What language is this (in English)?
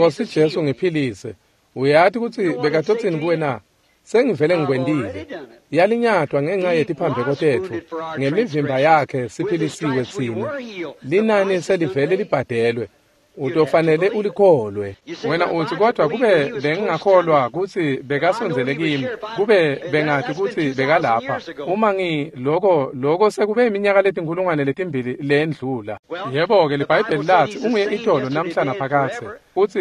Swati